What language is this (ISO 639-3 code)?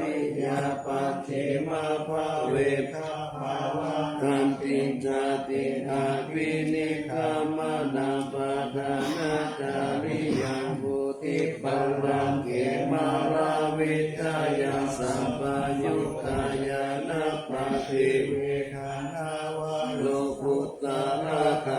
pli